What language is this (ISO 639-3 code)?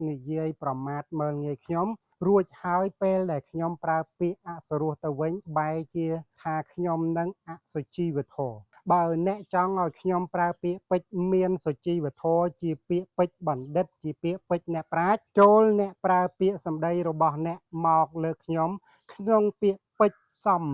khm